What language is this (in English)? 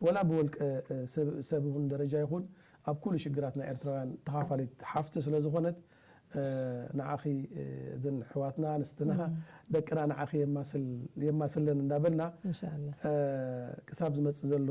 Tigrinya